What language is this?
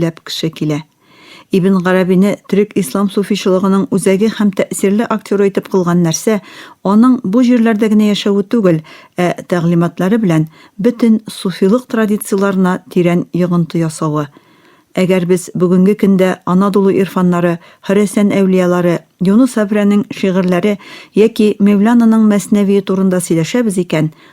Tatar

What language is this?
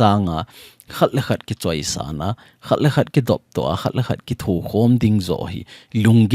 Thado Chin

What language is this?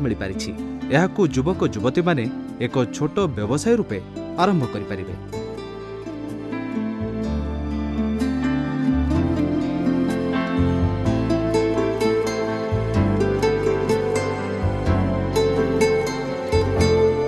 Odia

